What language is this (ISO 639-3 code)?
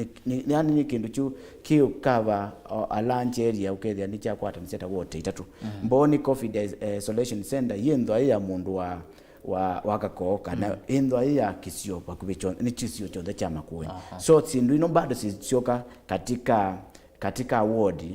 kam